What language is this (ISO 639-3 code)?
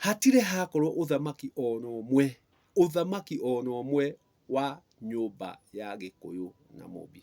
kik